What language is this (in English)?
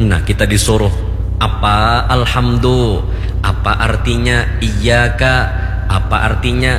Banjar